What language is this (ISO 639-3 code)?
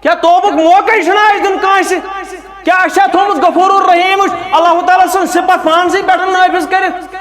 kas